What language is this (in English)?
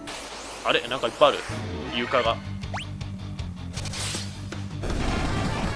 Japanese